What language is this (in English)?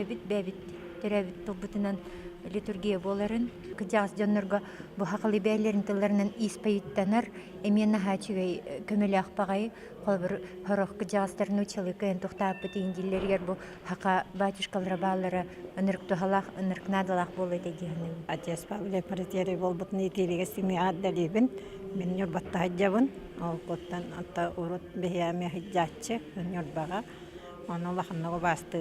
Yakut